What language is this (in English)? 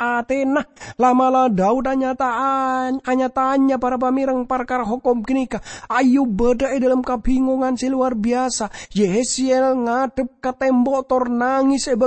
Madurese